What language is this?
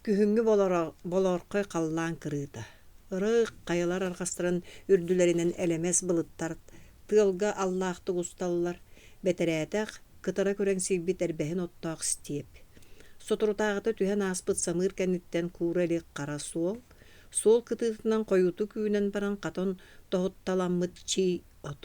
Yakut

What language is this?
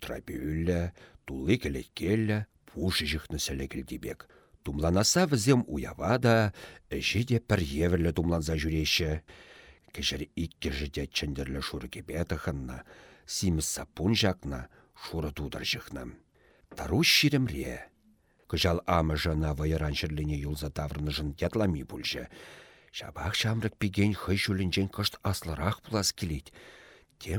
Chuvash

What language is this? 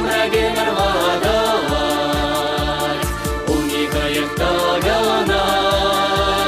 Chuvash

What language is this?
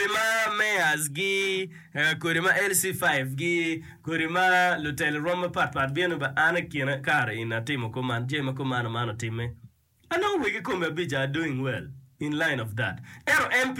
Acoli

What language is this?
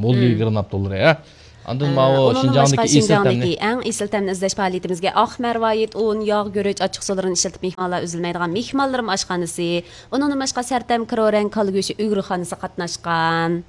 Uyghur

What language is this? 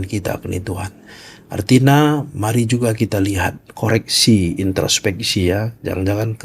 Batak Karo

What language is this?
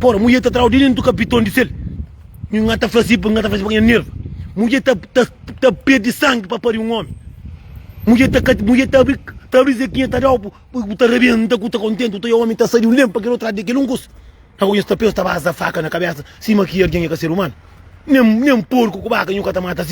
Kabuverdianu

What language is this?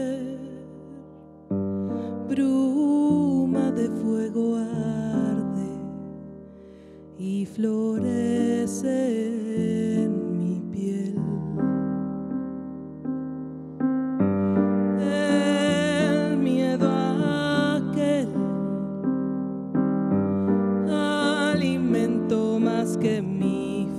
Spanish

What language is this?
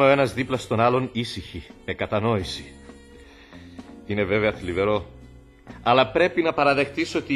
Greek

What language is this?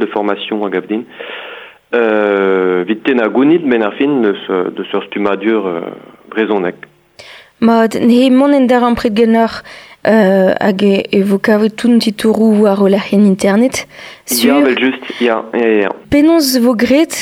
Breton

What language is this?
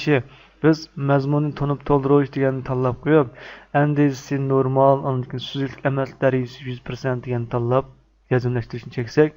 Uyghur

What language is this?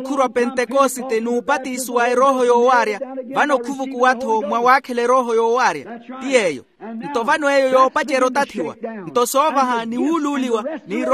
Makhuwa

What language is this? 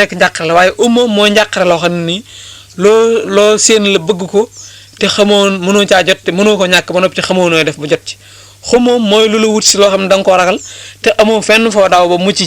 Wolof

